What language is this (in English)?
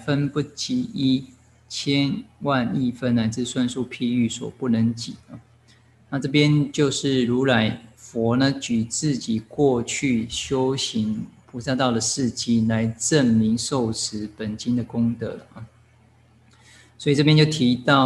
Chinese